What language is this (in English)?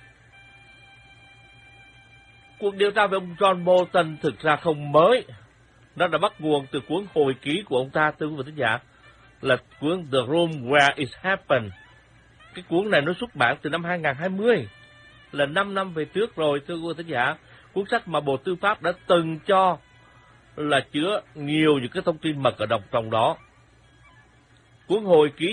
Vietnamese